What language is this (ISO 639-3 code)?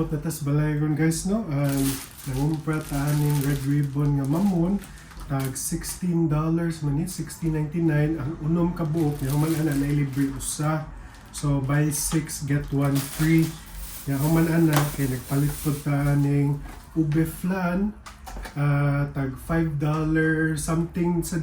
ceb